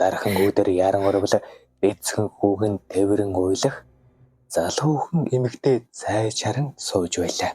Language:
Mongolian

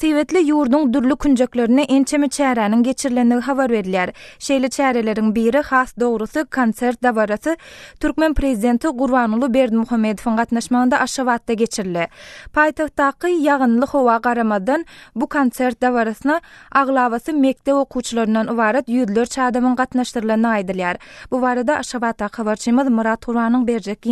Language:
Turkmen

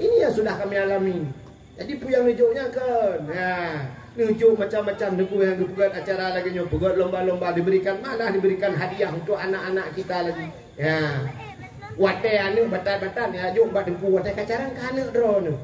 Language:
Achinese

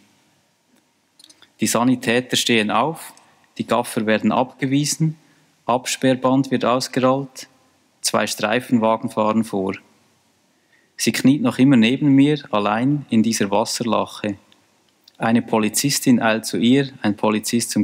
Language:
German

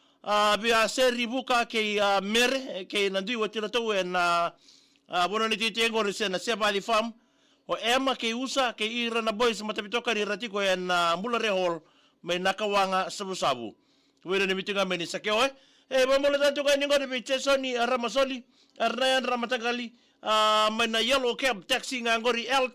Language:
Fijian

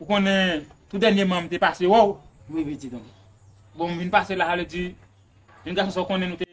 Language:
Haitian Creole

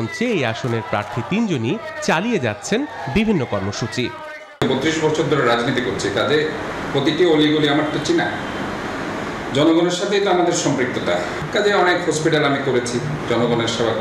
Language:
Bangla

